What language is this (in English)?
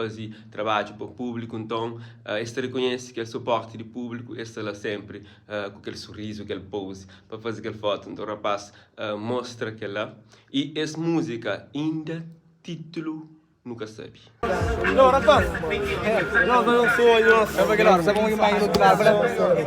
Kabuverdianu